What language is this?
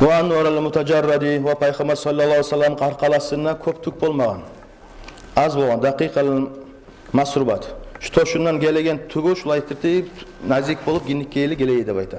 Kumyk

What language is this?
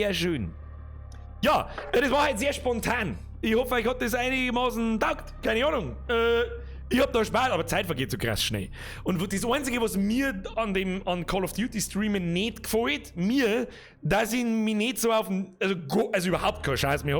Bavarian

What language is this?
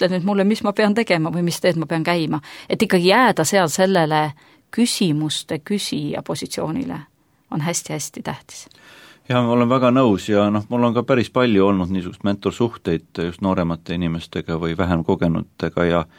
Estonian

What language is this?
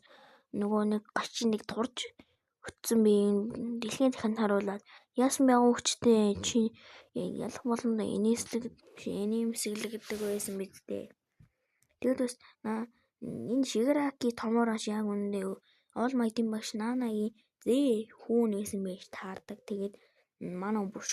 Mongolian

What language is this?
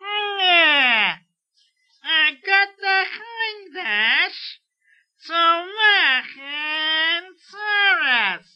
Yiddish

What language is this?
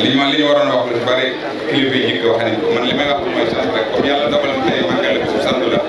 Wolof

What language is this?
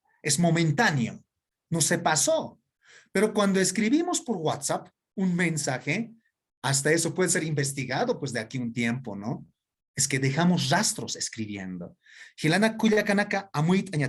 Aymara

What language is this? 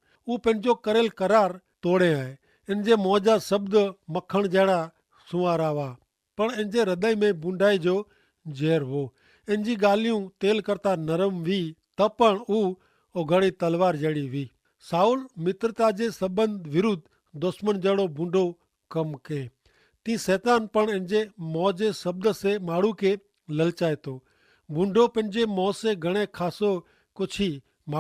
Kachhi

